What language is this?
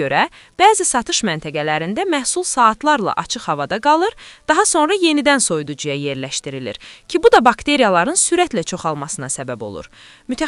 Azerbaijani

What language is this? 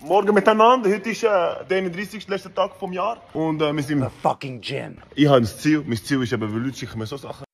Swiss German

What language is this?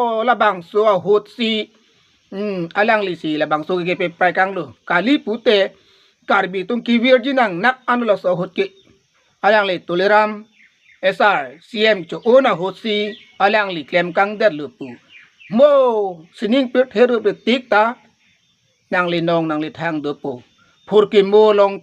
Karbi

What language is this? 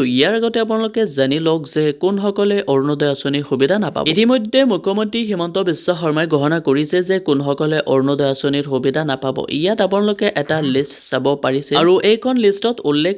Assamese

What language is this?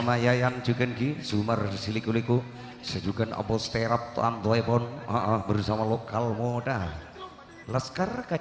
Madurese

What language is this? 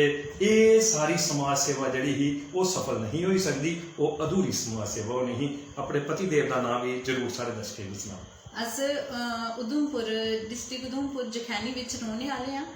Dogri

